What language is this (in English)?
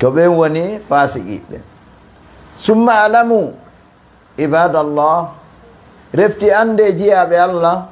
Fula